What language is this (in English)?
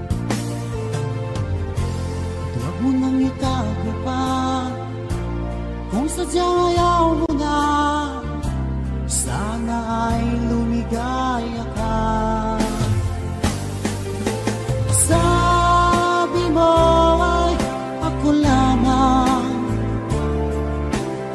Filipino